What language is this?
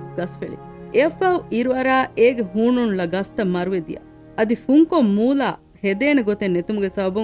Divehi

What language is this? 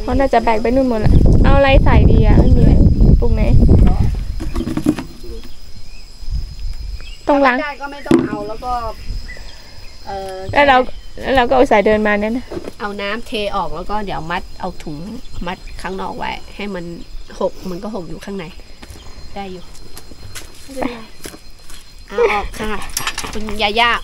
Thai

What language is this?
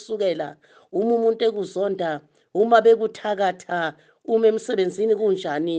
Zulu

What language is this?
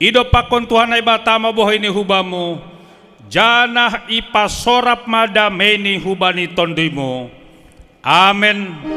Batak Simalungun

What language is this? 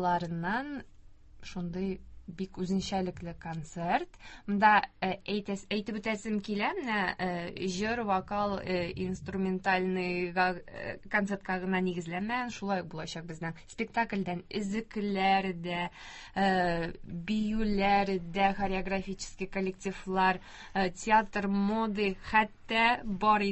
Tatar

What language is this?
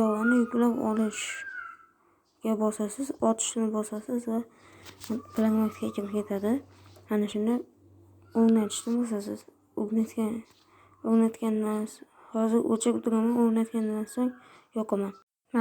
Uzbek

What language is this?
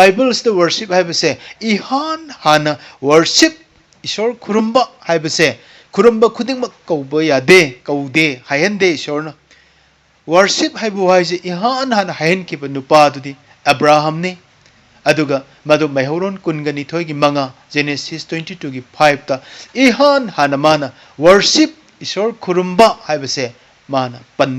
Manipuri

